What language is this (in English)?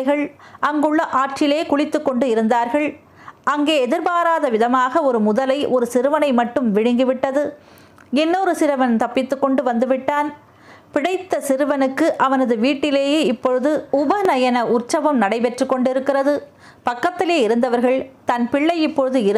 Tamil